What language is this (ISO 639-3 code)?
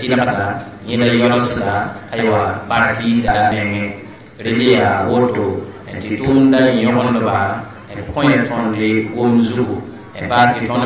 mos